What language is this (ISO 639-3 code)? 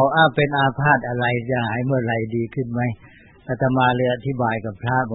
tha